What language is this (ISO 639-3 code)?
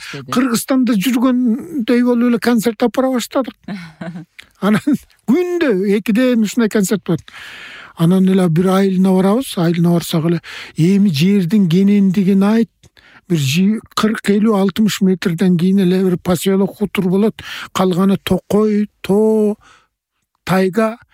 kir